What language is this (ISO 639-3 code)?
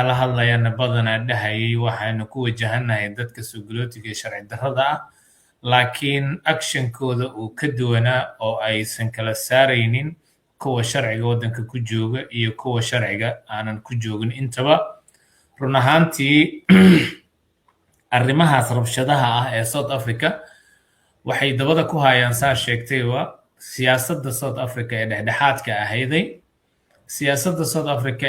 som